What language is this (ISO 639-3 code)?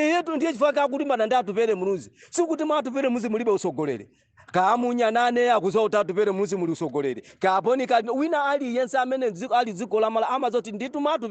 nya